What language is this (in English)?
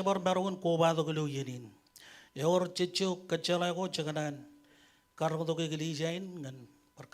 Marshallese